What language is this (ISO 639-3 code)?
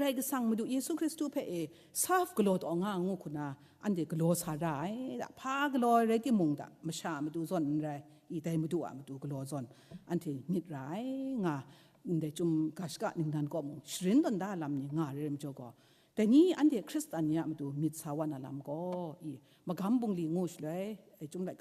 kac